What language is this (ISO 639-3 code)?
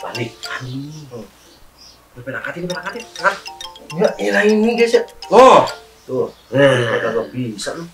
bew